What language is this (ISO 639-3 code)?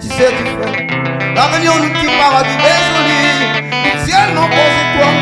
rcf